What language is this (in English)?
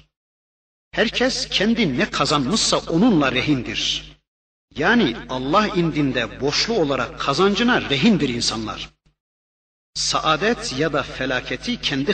Turkish